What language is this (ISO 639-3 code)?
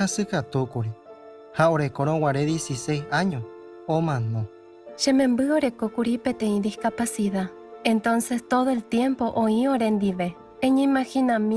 grn